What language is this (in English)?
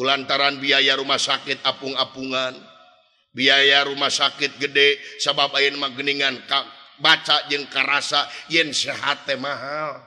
Sundanese